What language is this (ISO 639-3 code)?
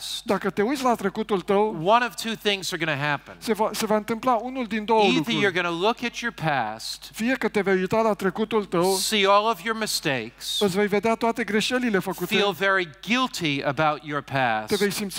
ron